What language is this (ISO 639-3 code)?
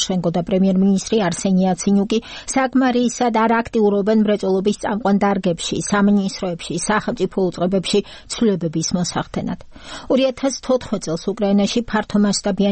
kat